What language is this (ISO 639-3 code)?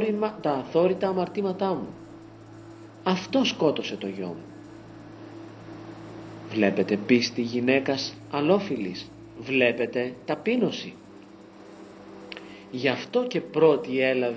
ell